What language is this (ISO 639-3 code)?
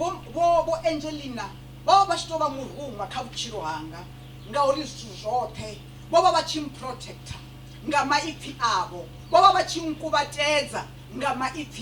ven